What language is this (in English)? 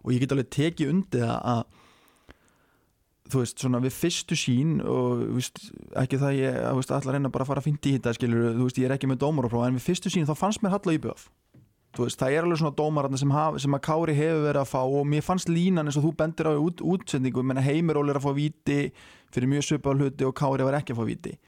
Icelandic